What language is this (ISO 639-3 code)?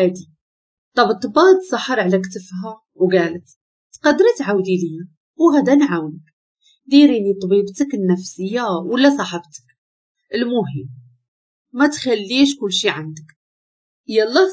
ary